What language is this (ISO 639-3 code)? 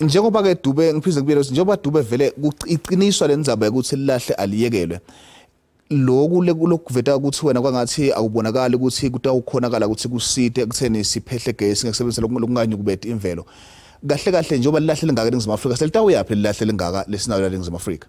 zul